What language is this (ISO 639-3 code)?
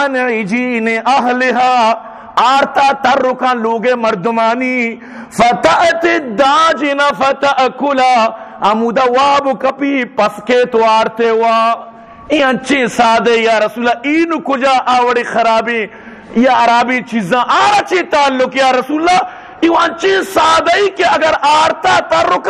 bgp